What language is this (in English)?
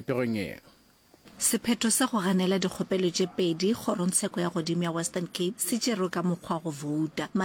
Northern Sotho